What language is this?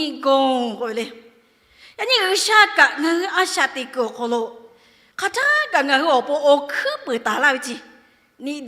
Lahu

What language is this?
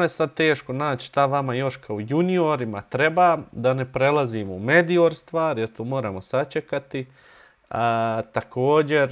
Bosnian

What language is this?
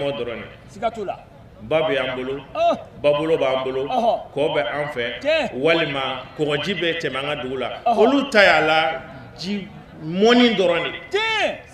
Bambara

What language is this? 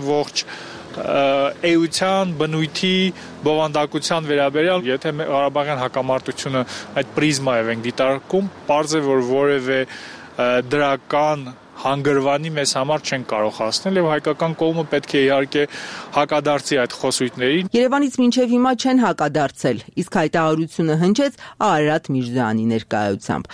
Armenian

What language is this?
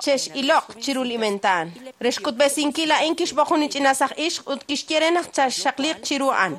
Kekchí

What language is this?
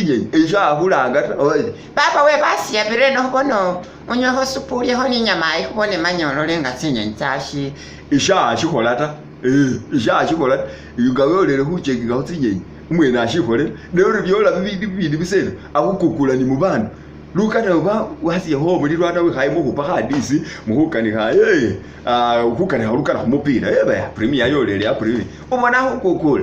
Masaaba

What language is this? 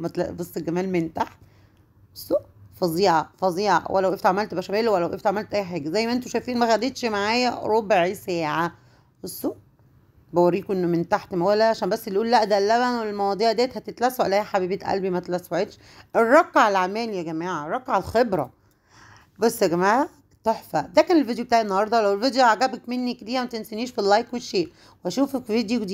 Egyptian Arabic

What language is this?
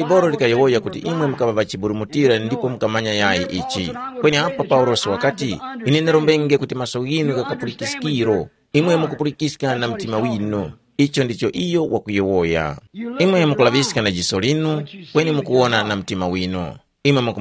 Tumbuka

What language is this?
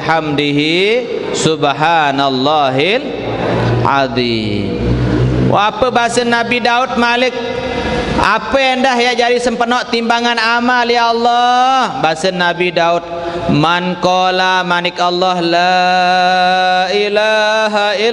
Sasak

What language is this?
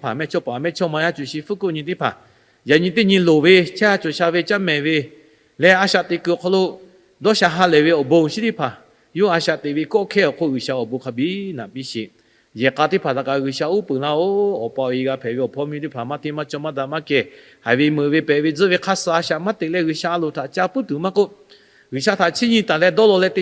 Lahu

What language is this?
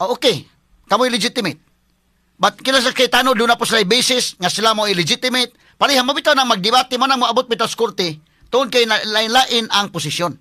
Cebuano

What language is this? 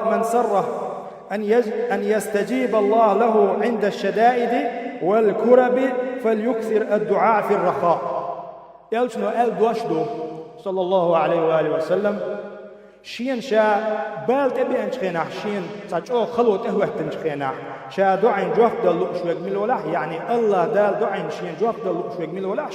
Chechen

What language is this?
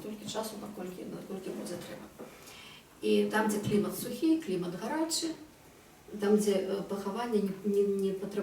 Belarusian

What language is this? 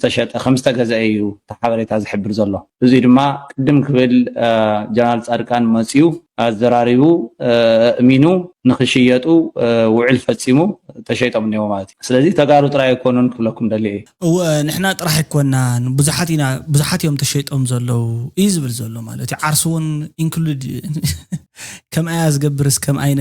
Tigrinya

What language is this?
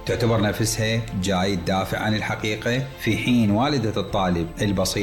Mesopotamian Arabic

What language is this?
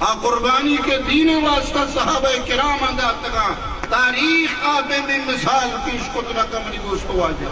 Eastern Balochi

